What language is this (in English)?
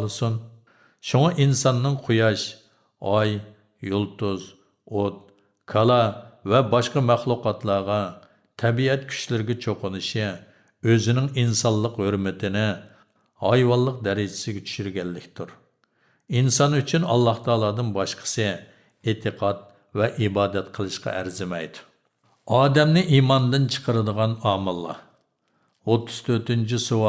Uyghur